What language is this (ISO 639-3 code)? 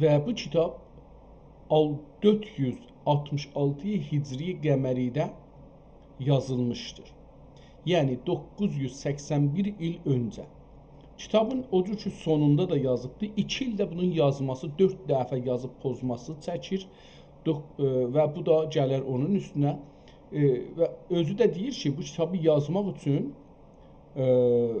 azb